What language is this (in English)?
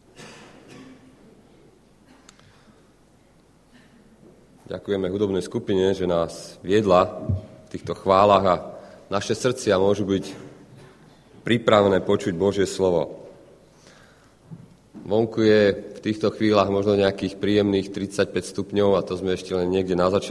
Slovak